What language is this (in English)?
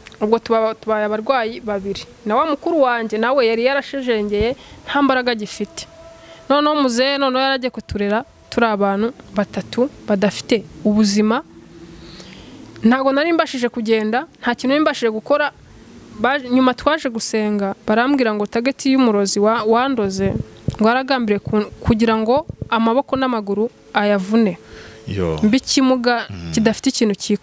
Kinyarwanda